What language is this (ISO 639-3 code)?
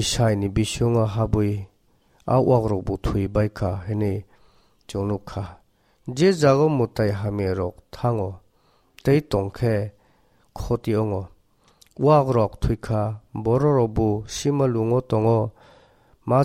trp